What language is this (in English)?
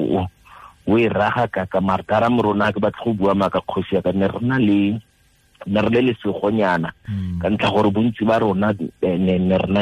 Tswana